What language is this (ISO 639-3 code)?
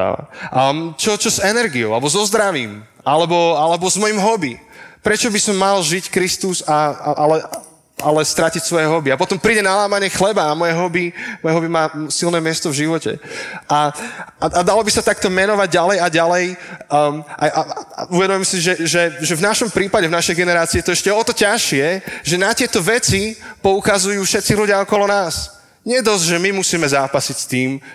slk